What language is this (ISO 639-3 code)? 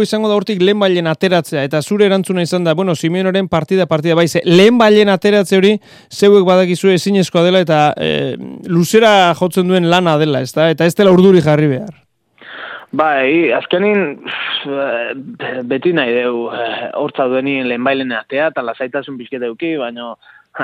eus